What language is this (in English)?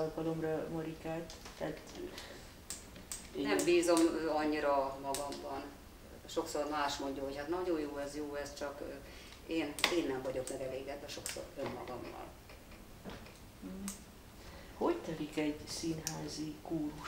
Hungarian